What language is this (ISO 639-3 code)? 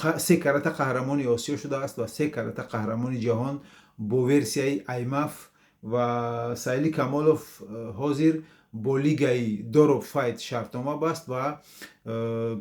tgk